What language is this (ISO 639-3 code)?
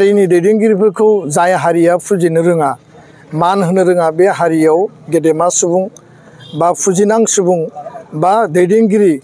brx